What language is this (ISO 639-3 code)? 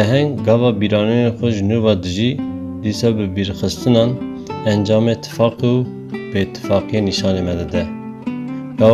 kur